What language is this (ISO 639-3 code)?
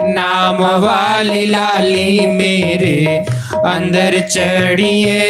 doi